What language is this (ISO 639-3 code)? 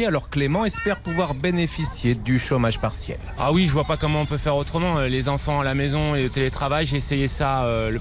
fra